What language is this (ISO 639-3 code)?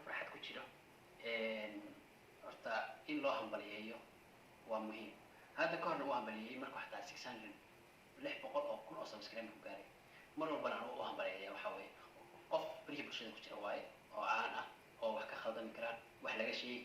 som